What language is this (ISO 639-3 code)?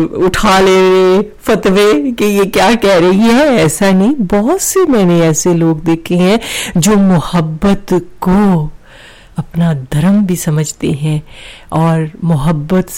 urd